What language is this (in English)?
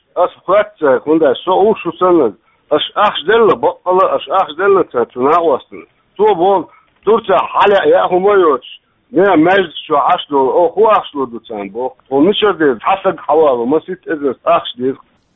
Chechen